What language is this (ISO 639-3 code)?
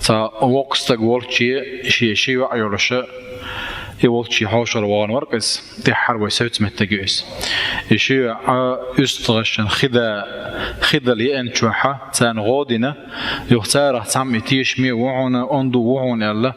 che